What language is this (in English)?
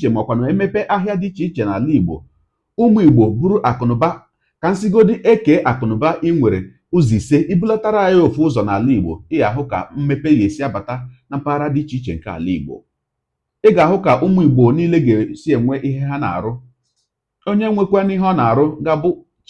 Igbo